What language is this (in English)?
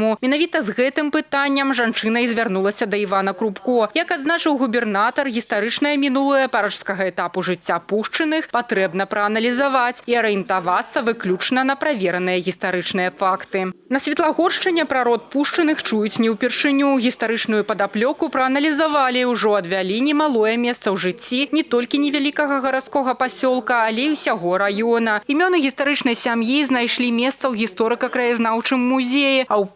Belarusian